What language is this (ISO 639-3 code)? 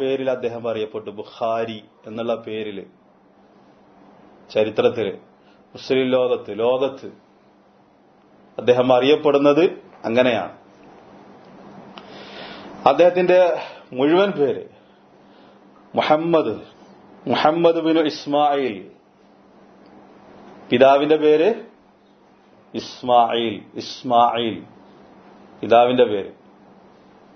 mal